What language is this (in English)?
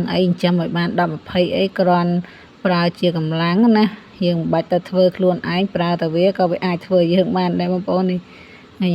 Khmer